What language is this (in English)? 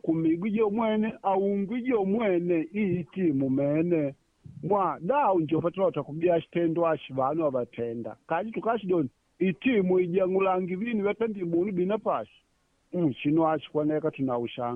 Makonde